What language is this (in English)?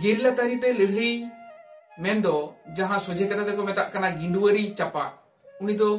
Santali